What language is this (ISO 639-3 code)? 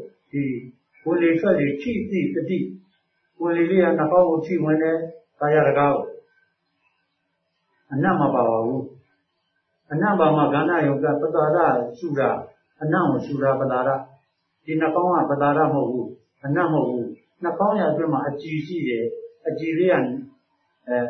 mya